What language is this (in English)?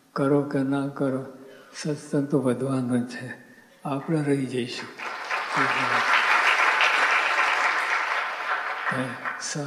Gujarati